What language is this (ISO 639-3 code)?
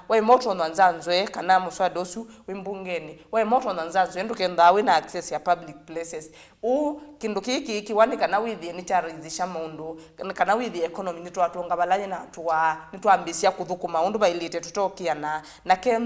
kam